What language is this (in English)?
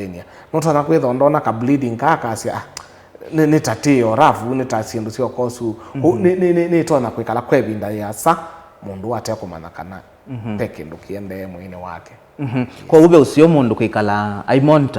Kamba